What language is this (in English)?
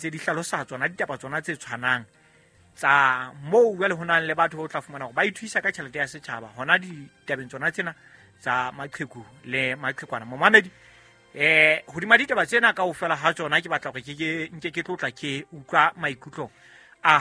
Southern Sotho